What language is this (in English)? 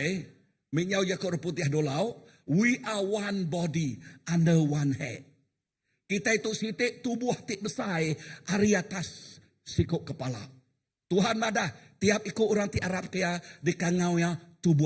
Iban